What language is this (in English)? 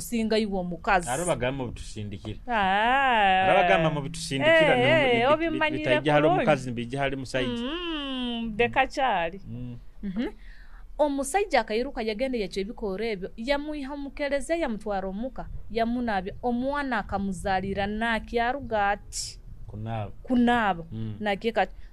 Nyoro